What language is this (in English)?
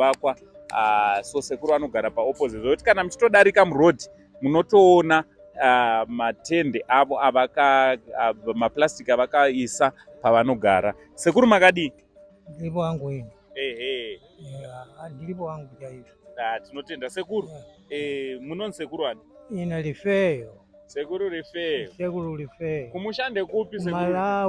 Shona